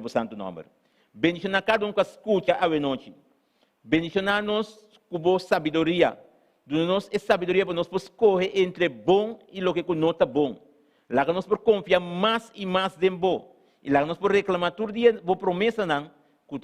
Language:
Papiamento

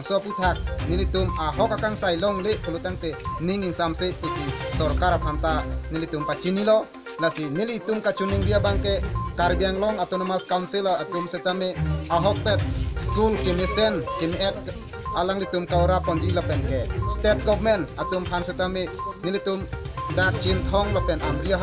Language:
Karbi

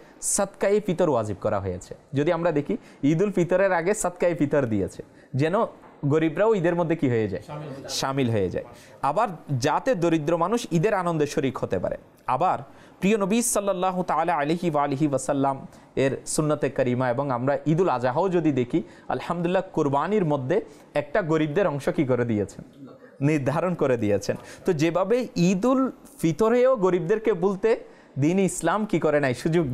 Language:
Bangla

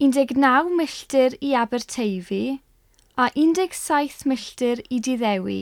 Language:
Welsh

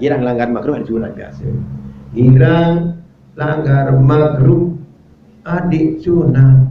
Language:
Sasak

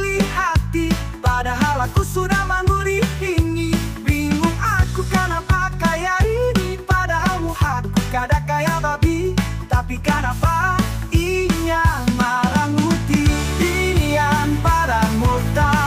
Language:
Banjar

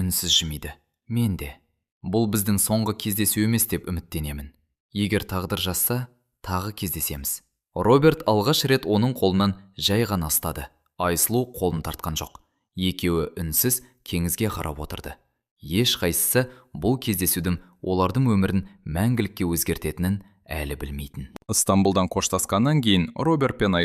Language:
Kazakh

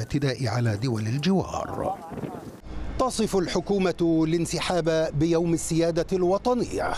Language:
Arabic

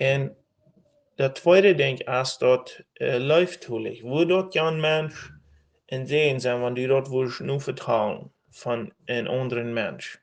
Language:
Plautdietsch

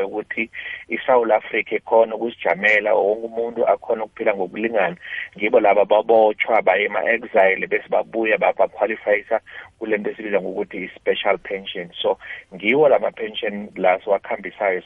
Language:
South Ndebele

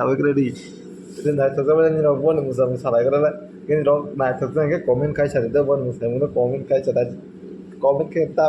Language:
Kok Borok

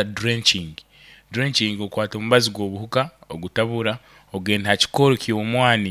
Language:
Nyoro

